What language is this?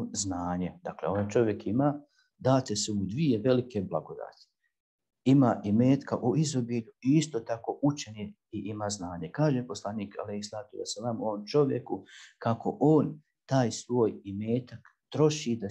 Bosnian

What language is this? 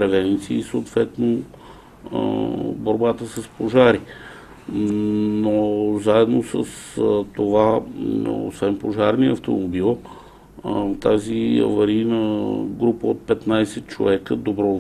Bulgarian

